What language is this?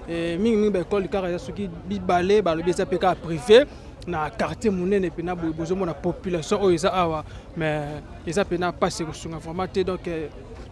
Lingala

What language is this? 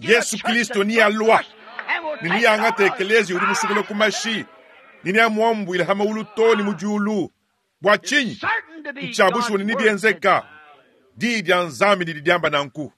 Luba-Lulua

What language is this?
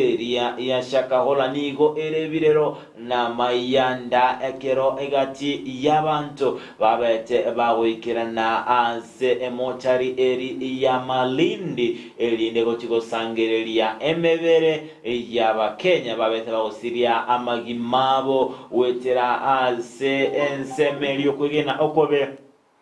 Gusii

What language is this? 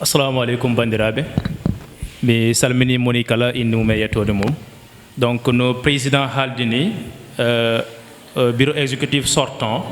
Fula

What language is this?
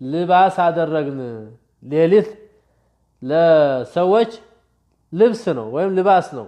Amharic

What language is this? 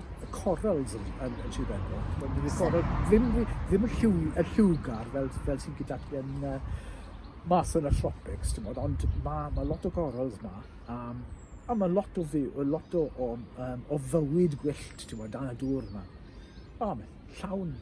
Welsh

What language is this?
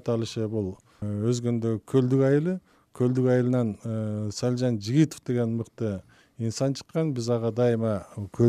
Kyrgyz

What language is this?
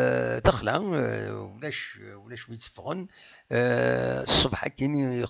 Kabyle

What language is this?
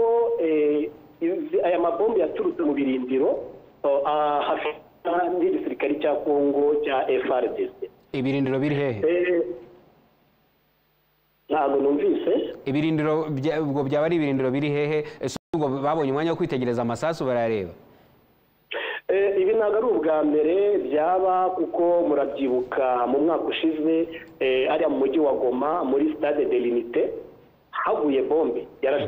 Kinyarwanda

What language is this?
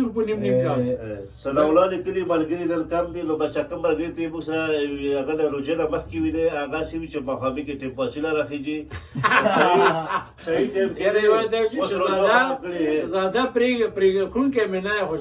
Pashto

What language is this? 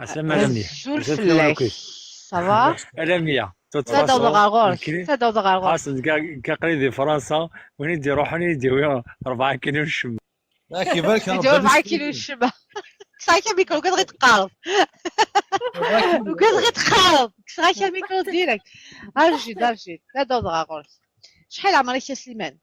Kabyle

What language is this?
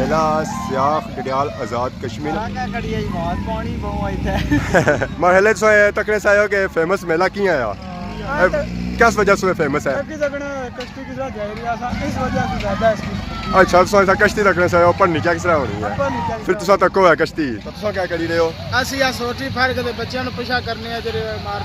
Pahari-Potwari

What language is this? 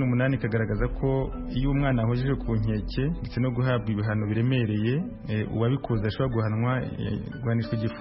Kinyarwanda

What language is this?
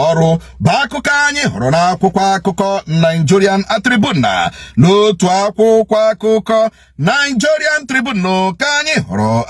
Igbo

